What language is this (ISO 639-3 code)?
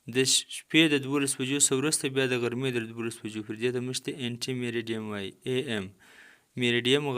pus